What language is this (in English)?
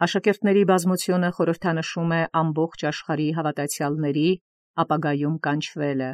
Armenian